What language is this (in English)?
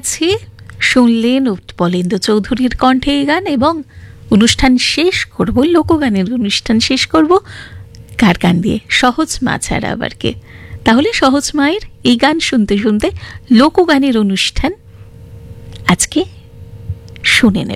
Bangla